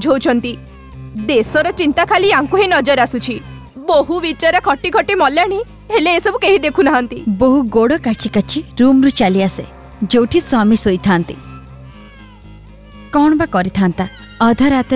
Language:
Odia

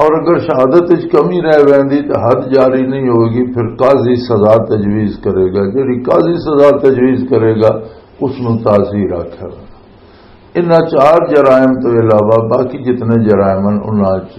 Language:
Western Panjabi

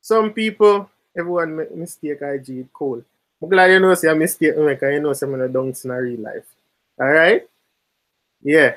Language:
Jamaican Creole English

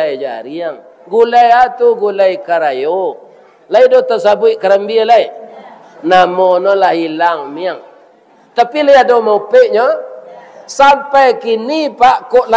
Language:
Minangkabau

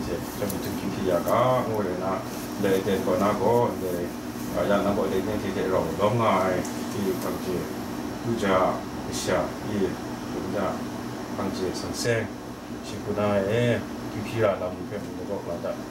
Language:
Kachin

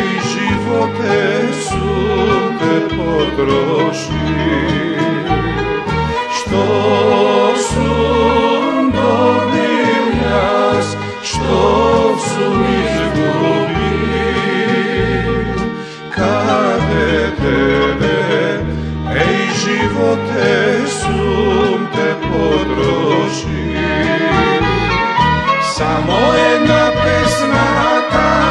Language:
Macedonian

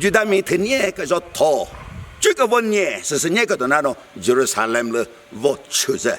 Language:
Chokri Naga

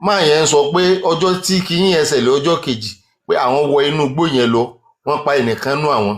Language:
Yoruba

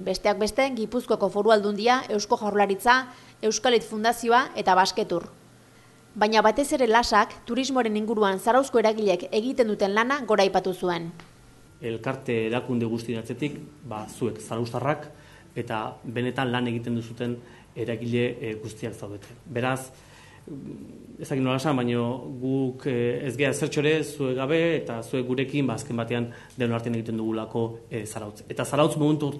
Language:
Basque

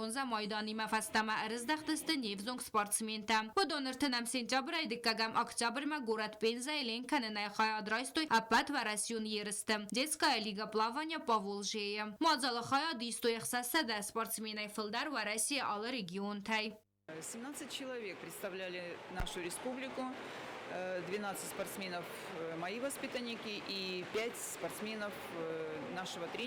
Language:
Ossetic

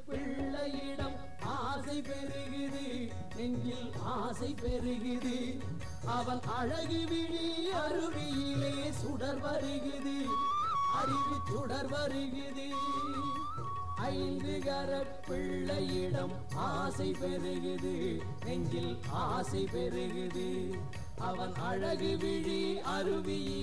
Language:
Tamil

